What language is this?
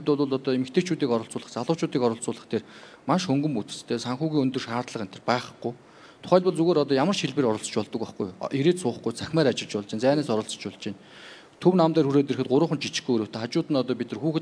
Mongolian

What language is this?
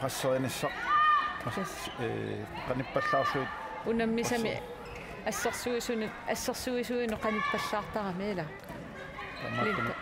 Kalaallisut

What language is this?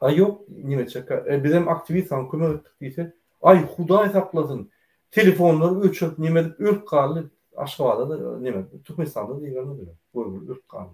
Turkmen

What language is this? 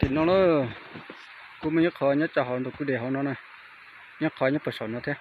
Hmong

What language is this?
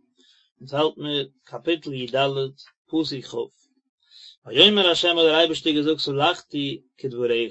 Yiddish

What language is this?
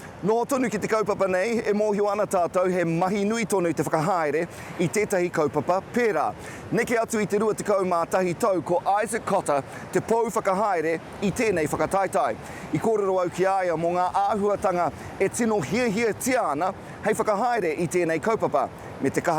Māori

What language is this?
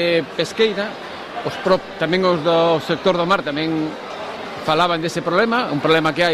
Galician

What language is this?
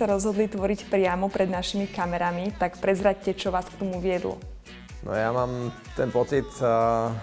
Slovak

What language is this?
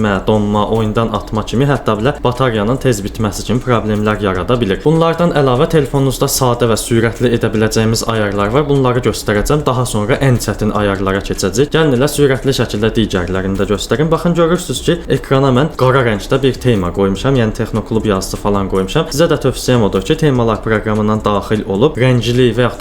Azerbaijani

